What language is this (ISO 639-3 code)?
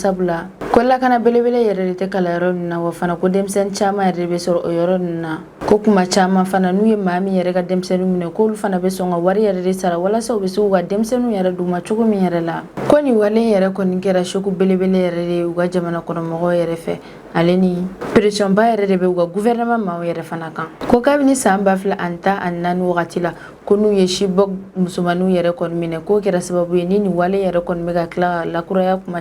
bam